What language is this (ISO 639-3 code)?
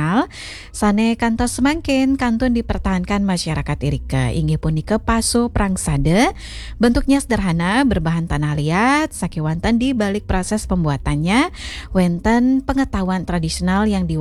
ban